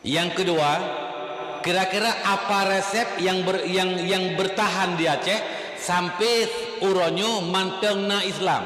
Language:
Achinese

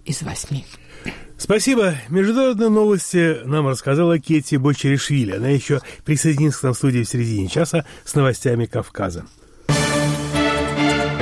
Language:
Russian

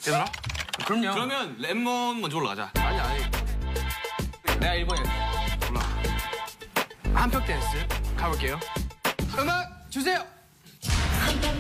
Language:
Korean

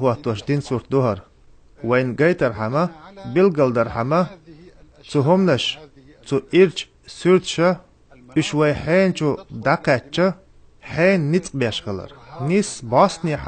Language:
Chechen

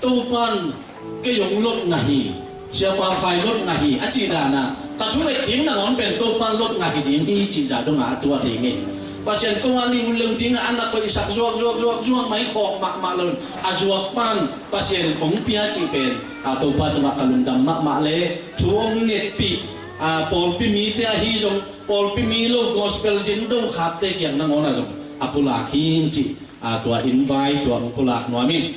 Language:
Tedim Chin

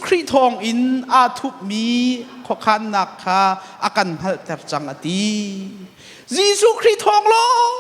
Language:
Hakha Chin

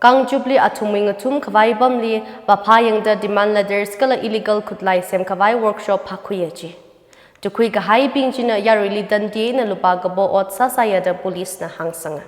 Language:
Tangkhul Naga (India)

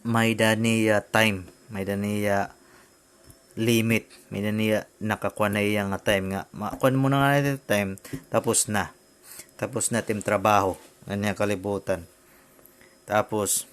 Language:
Waray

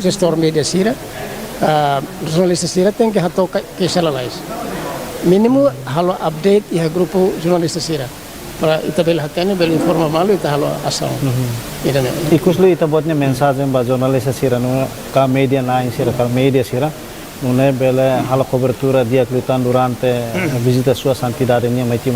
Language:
Tetum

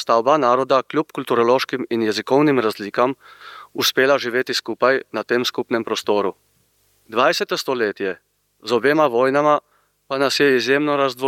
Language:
Slovenian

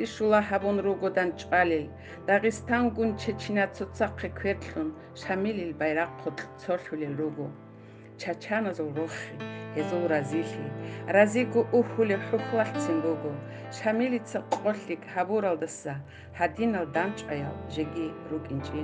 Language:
Avaric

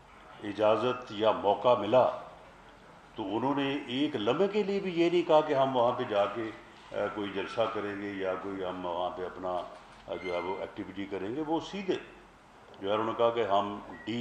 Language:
Urdu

